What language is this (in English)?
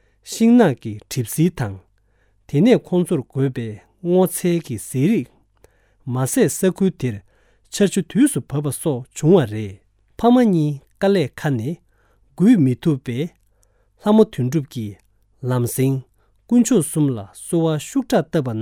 Tibetan